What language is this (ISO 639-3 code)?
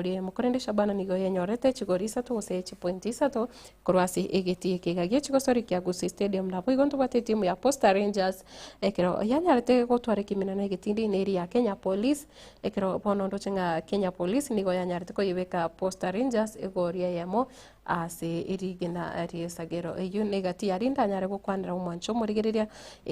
guz